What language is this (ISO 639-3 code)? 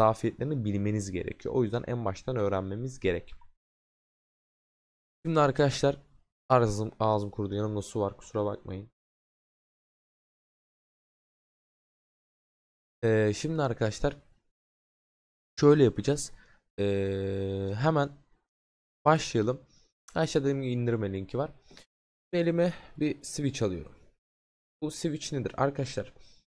tur